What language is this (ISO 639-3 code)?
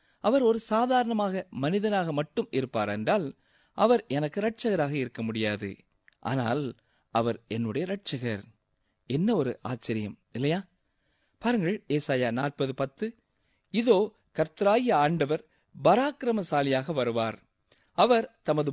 tam